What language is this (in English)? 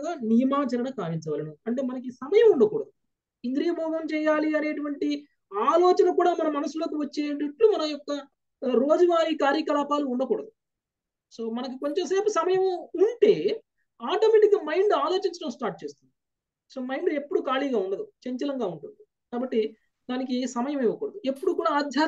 Telugu